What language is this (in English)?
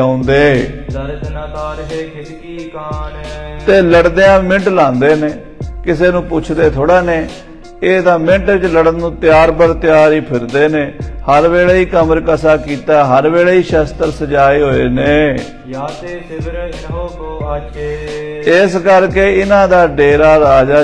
Punjabi